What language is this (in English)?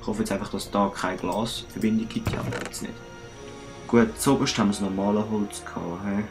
Swiss German